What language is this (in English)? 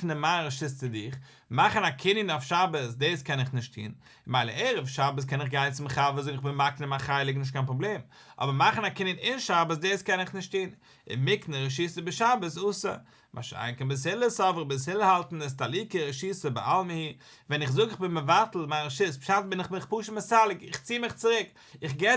Yiddish